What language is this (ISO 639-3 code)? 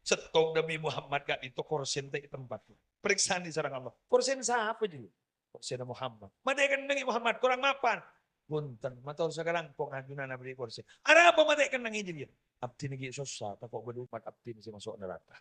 mad